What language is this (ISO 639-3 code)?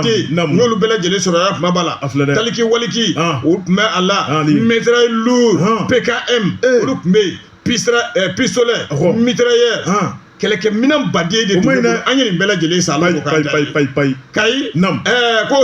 bam